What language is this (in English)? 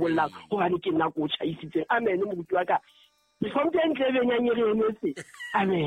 Southern Sotho